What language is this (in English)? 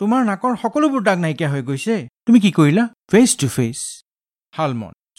Assamese